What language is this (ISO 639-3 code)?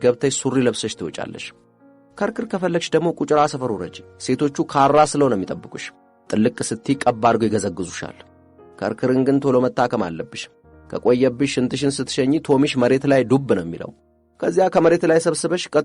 amh